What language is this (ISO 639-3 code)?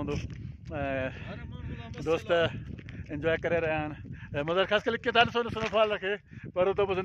snd